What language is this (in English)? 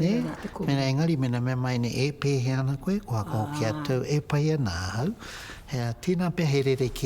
Māori